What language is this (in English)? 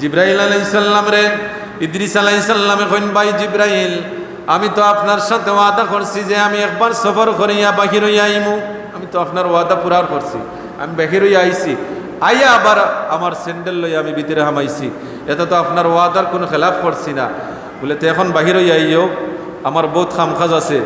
Sylheti